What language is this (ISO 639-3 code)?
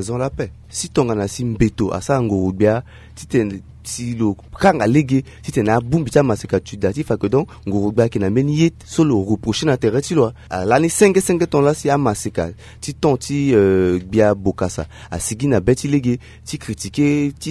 sag